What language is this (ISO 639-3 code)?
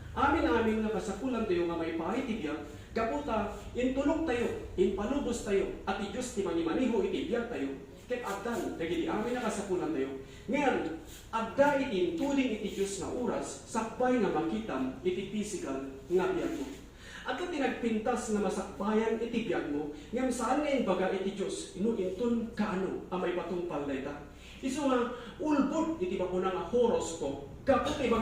ilo